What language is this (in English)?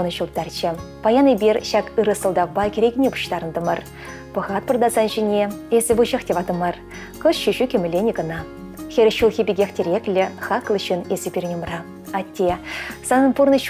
Chuvash